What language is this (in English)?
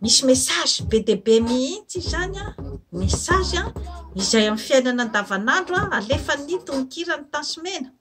Malagasy